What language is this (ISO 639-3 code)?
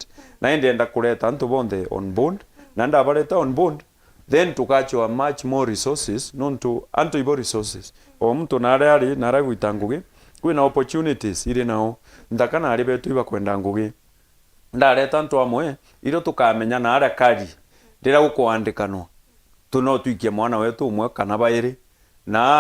mer